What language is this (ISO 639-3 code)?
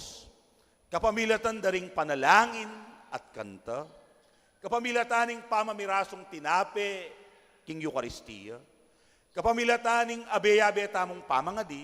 pam